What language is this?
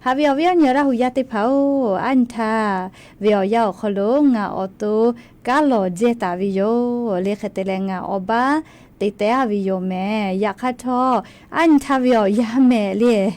Lahu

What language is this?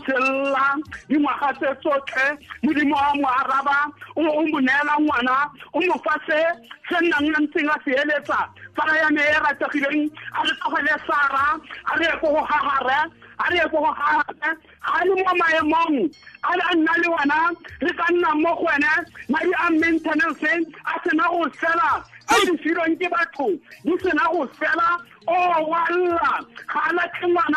Tswana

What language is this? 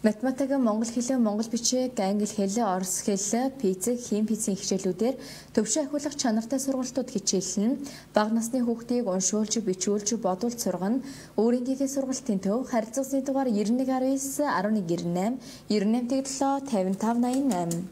Mongolian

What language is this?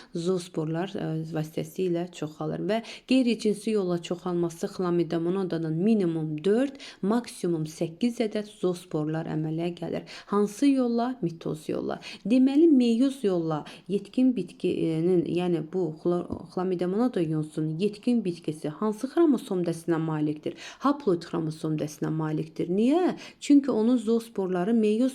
Azerbaijani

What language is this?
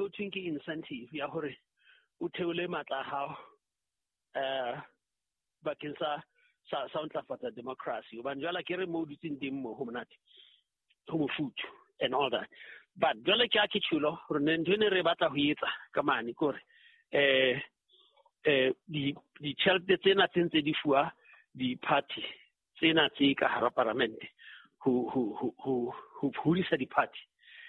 Southern Sotho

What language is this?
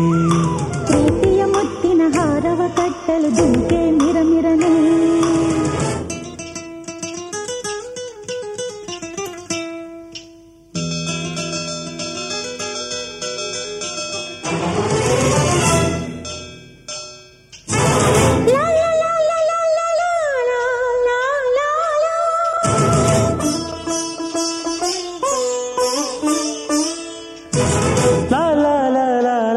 Kannada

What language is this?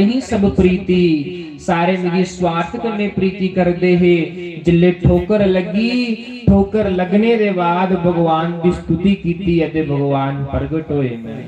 Dogri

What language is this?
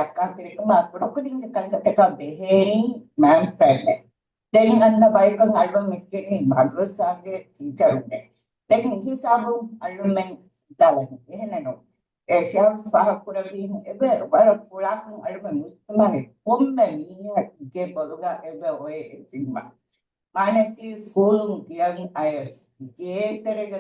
Divehi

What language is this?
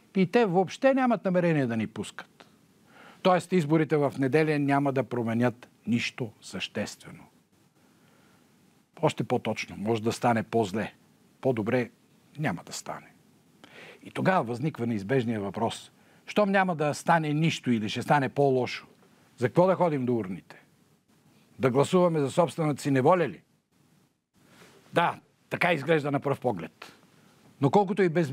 Bulgarian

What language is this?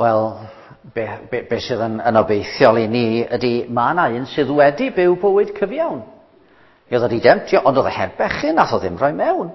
Welsh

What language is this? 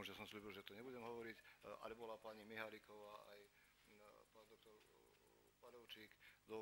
Slovak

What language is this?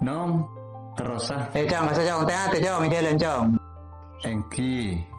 Madurese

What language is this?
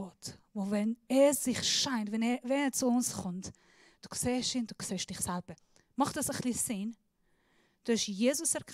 Swiss German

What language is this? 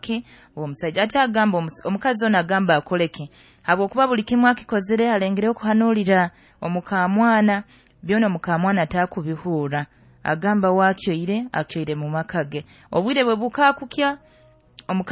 Nyoro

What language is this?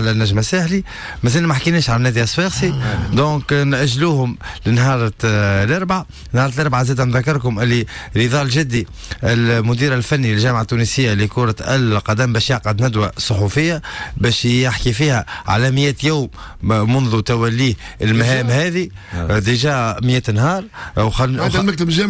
Tunisian Arabic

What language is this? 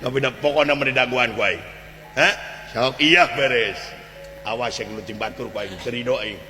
Sundanese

